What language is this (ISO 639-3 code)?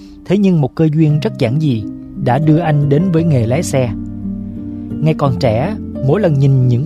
vie